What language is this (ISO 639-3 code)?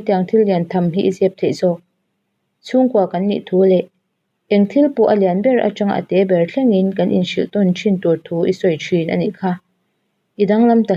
lus